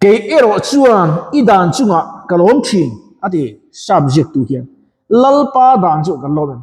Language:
Mizo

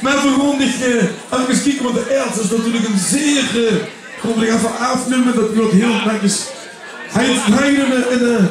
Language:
Limburgish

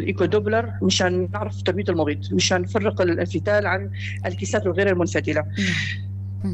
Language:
North Levantine Arabic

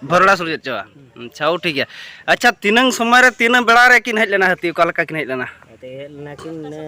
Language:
Santali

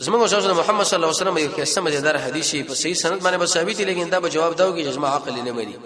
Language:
Pashto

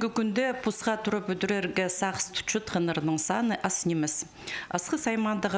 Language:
Khakas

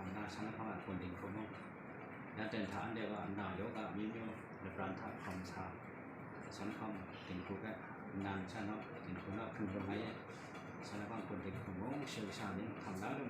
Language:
Kachin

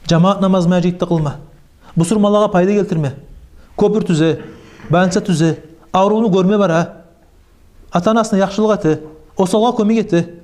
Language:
Kumyk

